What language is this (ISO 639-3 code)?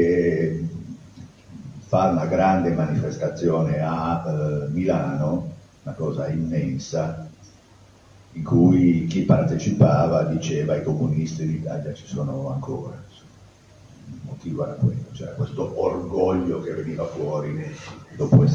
ita